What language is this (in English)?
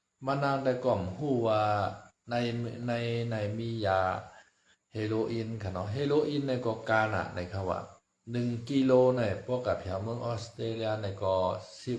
Shan